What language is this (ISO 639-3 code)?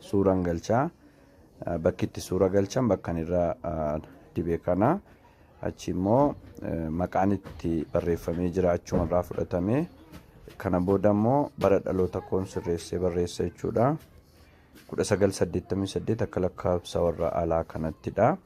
orm